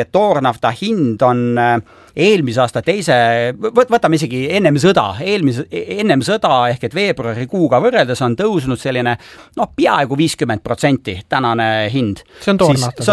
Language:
Estonian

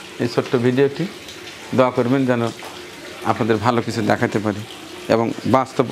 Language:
Bangla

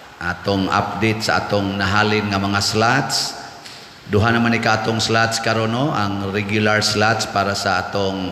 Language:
Cebuano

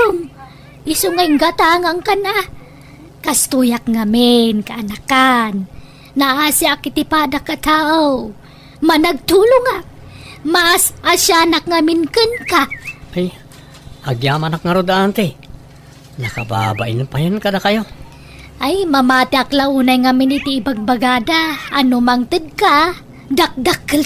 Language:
Iloko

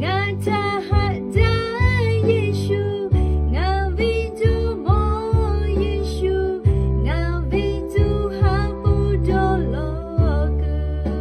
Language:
Lahu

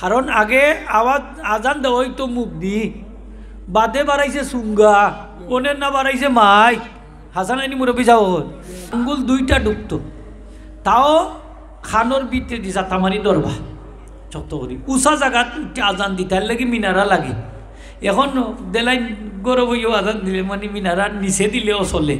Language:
Sylheti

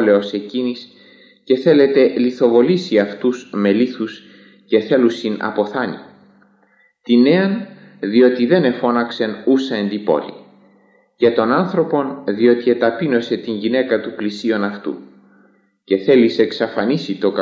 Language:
Greek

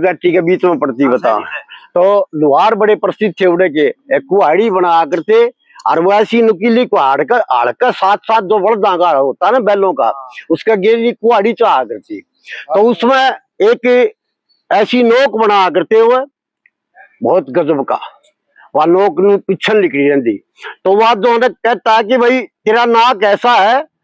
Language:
Haryanvi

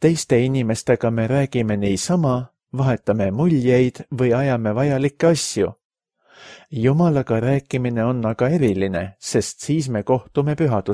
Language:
Estonian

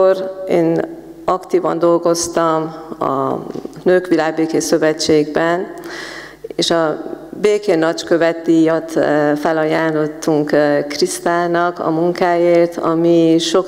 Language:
Hungarian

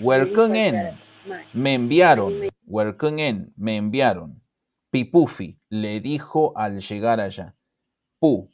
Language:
Mapuche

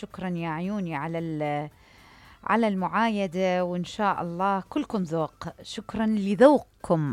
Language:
Mesopotamian Arabic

